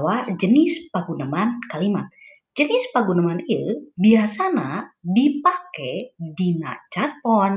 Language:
Sundanese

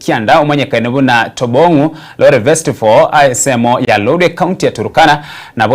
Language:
Gusii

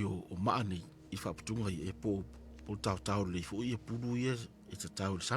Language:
Samoan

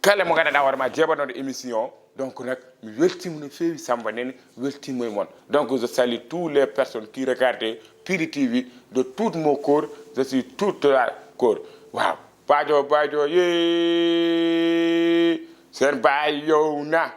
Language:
Fula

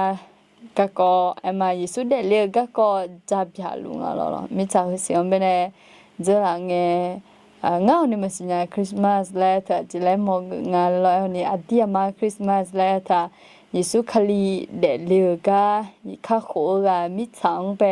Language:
Akha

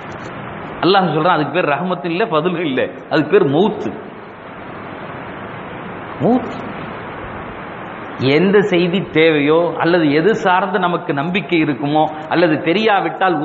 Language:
Tamil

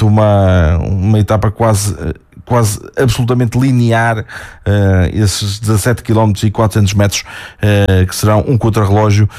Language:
Portuguese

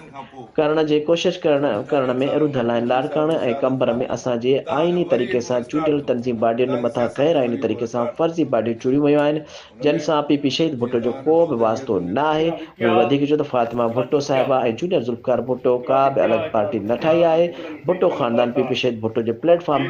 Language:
Sindhi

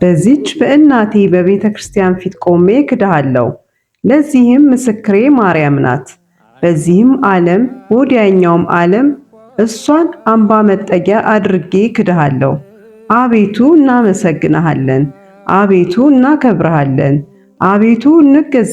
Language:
Amharic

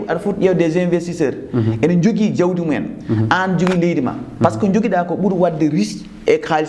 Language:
Fula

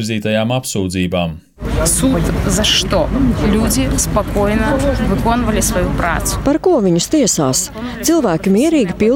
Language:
Latvian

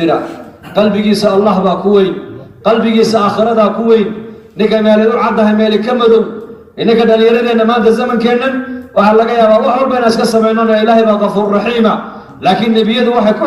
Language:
Somali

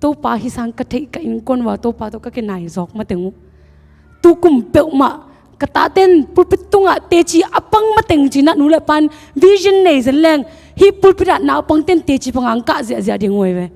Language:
Tedim Chin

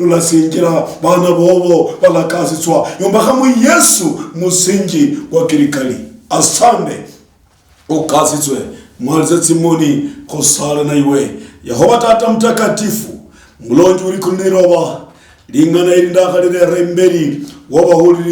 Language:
Luyia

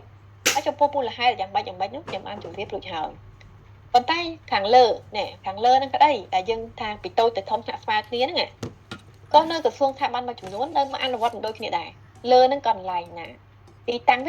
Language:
Khmer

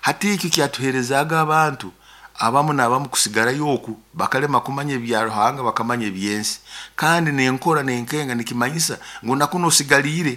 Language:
Nyoro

